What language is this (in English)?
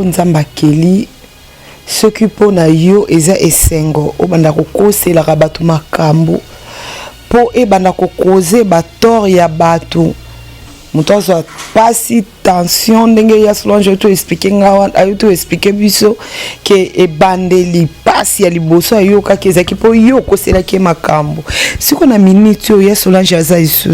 Lingala